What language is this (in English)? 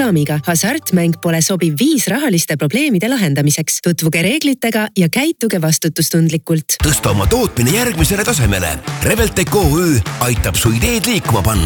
Estonian